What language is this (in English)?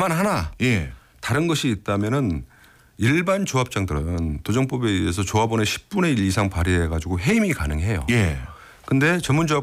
Korean